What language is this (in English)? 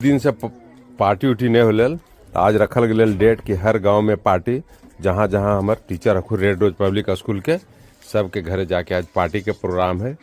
Magahi